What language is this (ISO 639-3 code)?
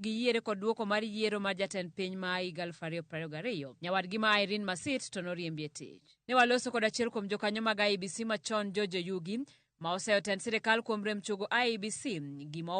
luo